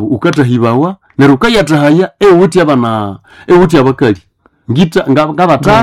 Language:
Nande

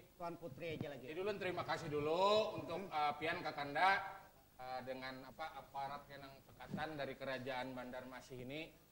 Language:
Banjar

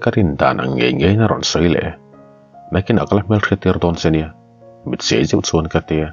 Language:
Mizo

